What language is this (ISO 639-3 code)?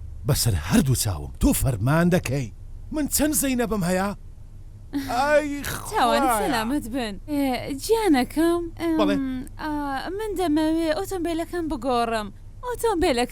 ckb